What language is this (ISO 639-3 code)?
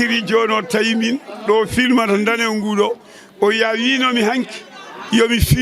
ful